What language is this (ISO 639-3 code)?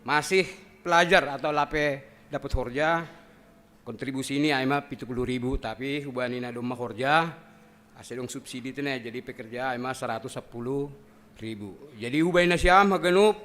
bts